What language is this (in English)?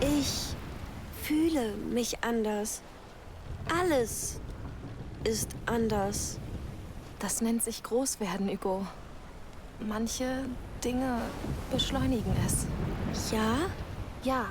Bavarian